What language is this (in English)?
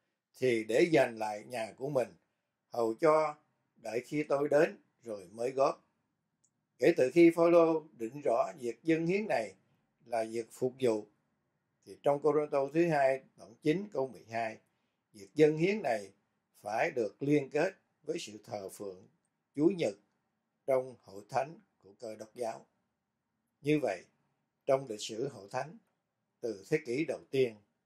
Vietnamese